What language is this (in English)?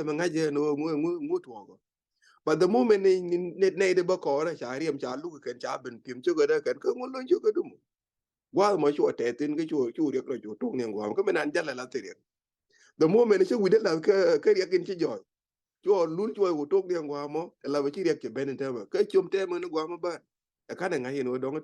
Nuer